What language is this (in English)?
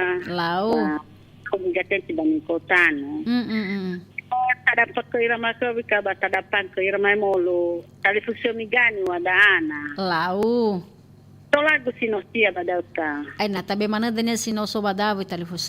Nias